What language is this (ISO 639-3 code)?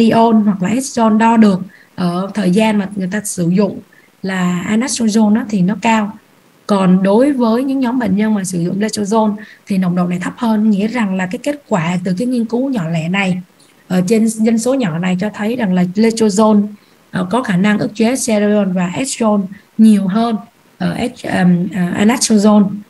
vie